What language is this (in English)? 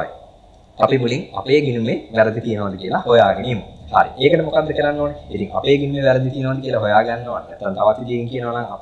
Sinhala